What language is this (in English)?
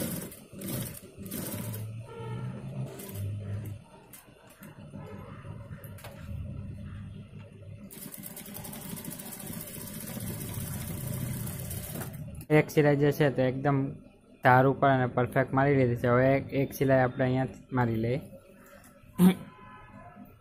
Gujarati